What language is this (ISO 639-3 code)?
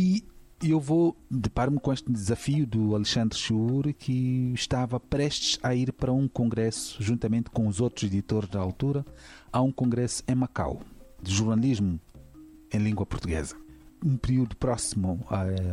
por